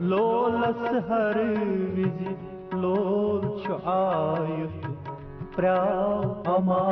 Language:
Kashmiri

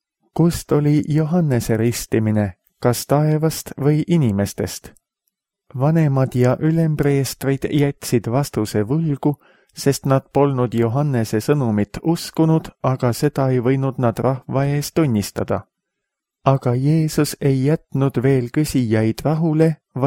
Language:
Estonian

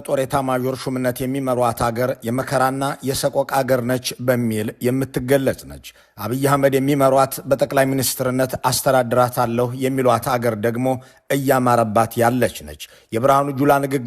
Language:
Amharic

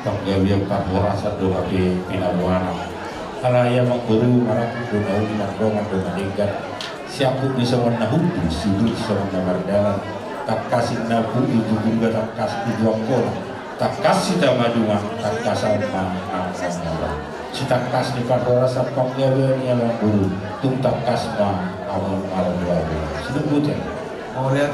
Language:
Batak Toba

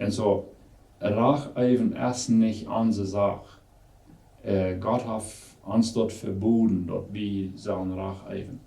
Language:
Plautdietsch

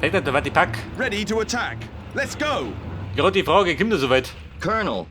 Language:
Bavarian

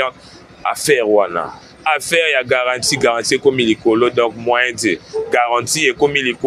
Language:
Lingala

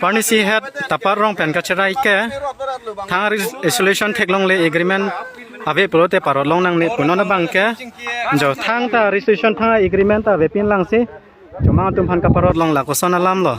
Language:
Karbi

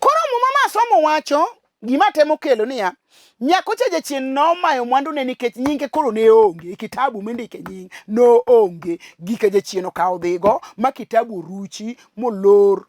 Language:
Luo (Kenya and Tanzania)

